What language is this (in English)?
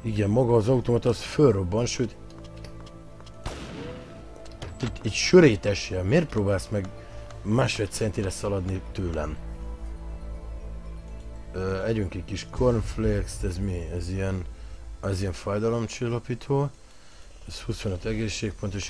Hungarian